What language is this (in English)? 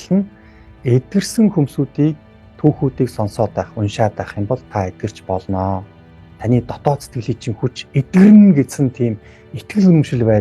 Mongolian